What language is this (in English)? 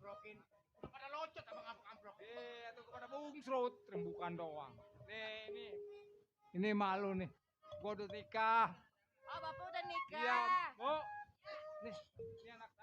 Betawi